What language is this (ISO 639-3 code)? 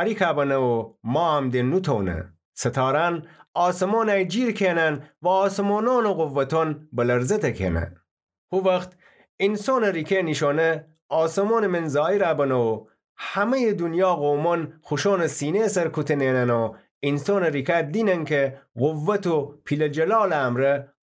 glk